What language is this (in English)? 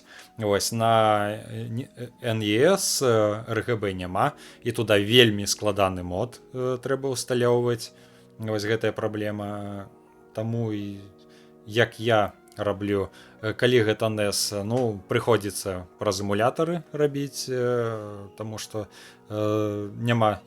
Belarusian